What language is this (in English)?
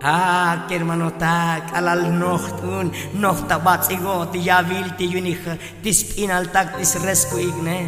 Tzotzil